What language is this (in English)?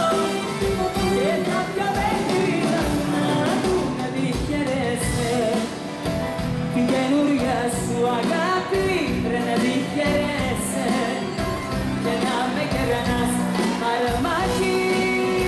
Greek